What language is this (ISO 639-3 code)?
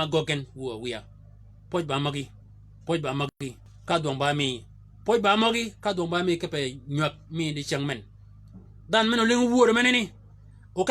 shk